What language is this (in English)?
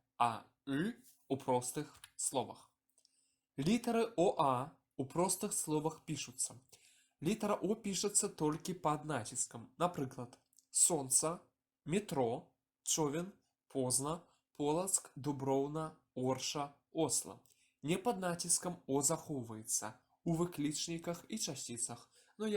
Belarusian